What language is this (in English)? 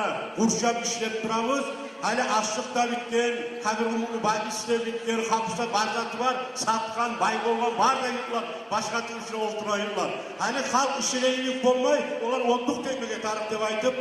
Kumyk